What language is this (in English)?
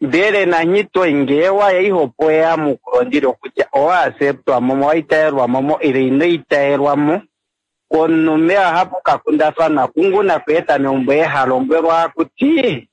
Kuanyama